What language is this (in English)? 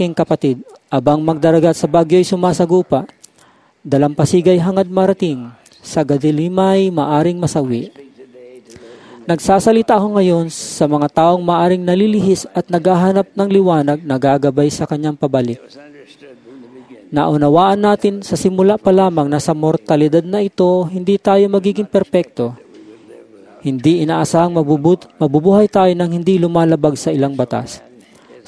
Filipino